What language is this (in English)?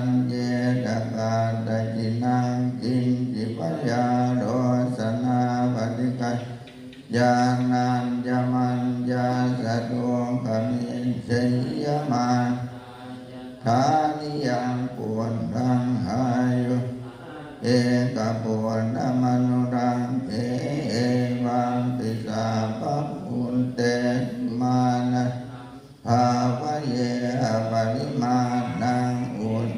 Pali